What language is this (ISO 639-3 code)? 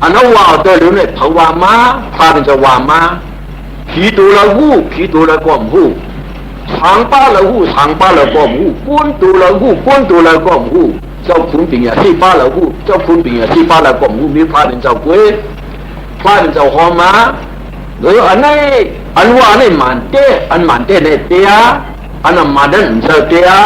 shn